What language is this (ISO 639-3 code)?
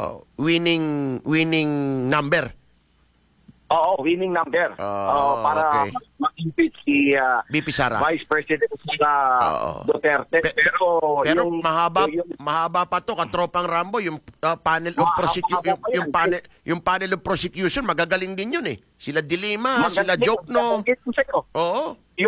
fil